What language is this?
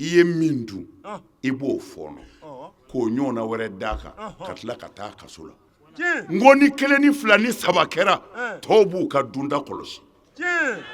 Bambara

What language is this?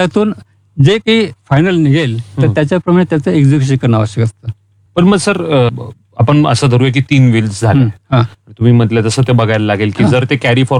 Marathi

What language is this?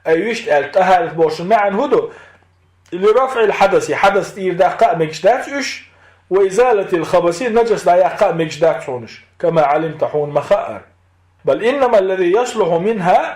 Chechen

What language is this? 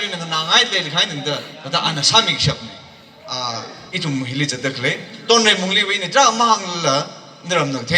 Tangkhul Naga (India)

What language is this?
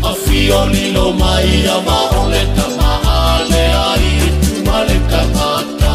Samoan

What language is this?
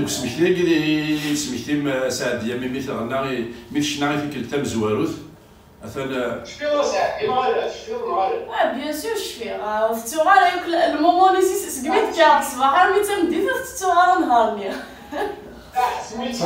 Kabyle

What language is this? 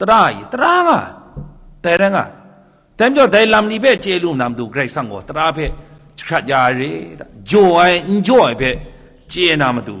Kachin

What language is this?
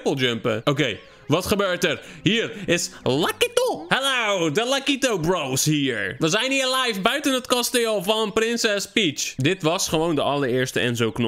Dutch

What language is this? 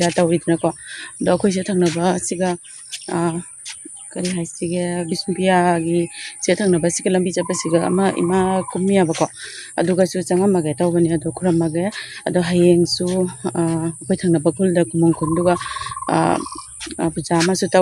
Manipuri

